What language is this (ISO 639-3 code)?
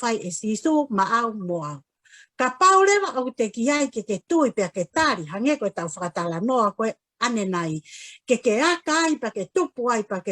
ton